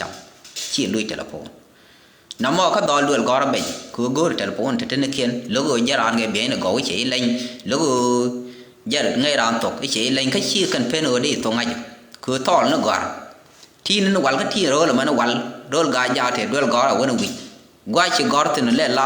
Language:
Nuer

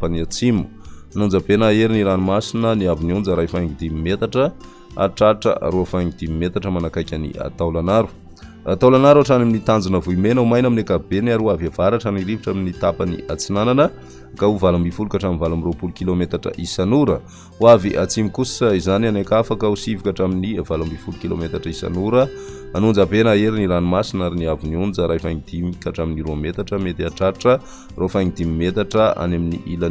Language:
Malagasy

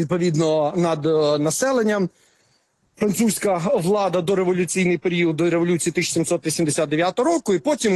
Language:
Ukrainian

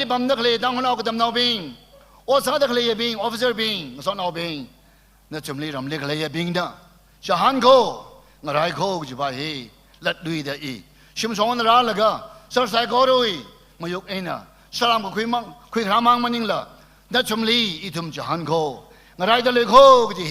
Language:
Tangkhul Naga (India)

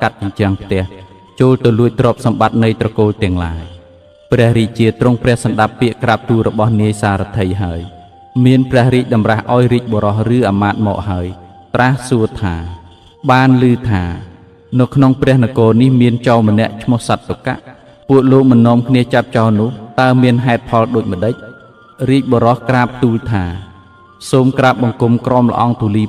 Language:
Khmer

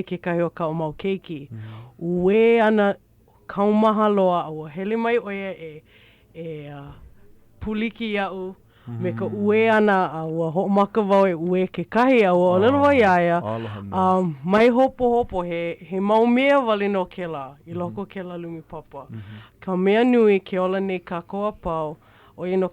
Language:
Hawaiian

